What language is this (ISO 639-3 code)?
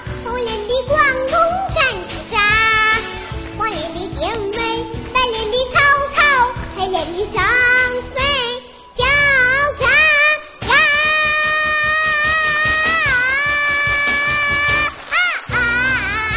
zho